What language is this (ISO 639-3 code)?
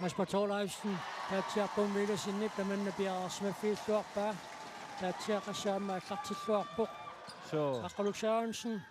kal